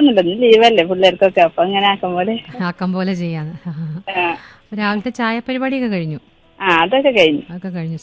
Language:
Malayalam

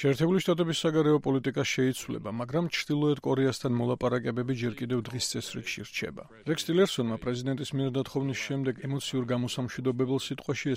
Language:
Georgian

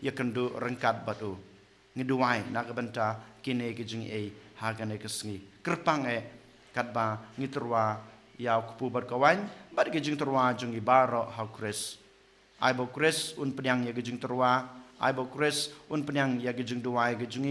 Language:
Khasi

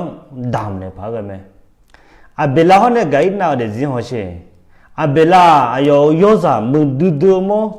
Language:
Akha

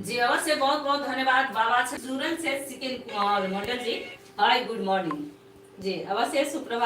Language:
Maithili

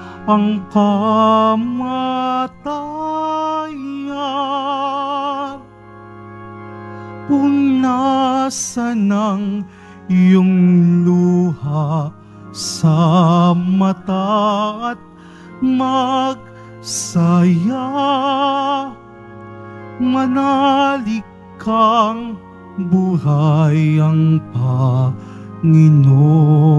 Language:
Filipino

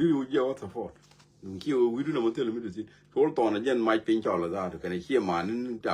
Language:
Nuer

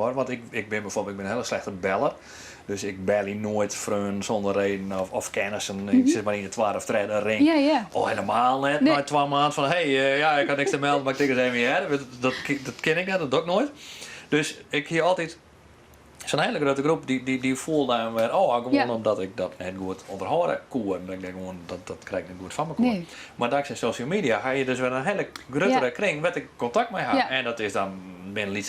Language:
Western Frisian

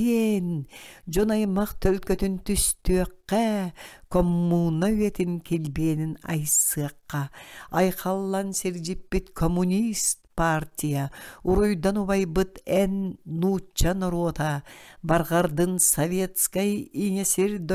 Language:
Yakut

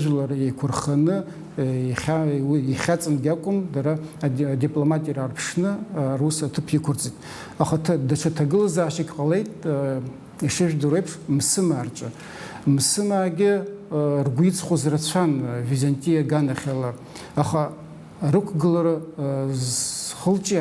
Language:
Abkhazian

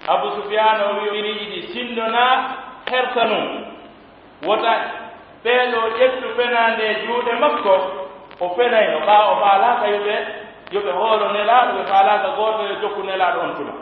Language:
Pular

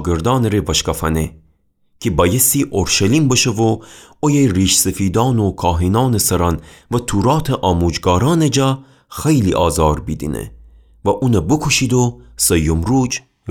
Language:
Gilaki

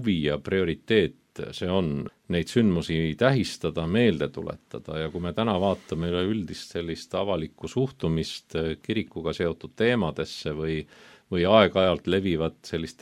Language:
Estonian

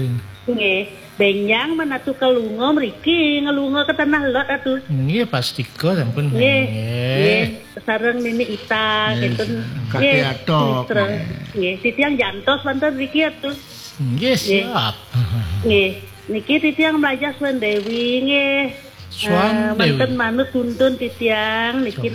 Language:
Balinese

